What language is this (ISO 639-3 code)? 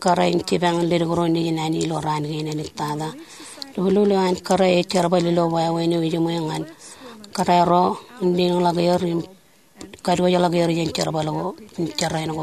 mah